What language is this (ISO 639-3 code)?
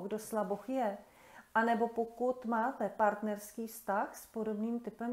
ces